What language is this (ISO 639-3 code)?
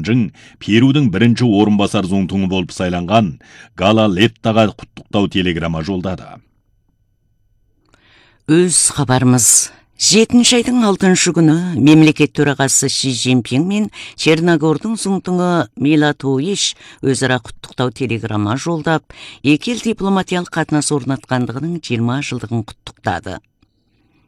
kaz